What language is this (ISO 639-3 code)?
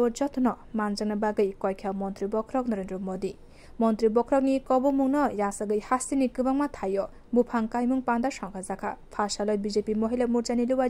trp